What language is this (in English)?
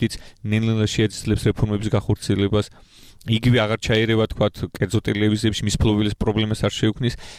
Georgian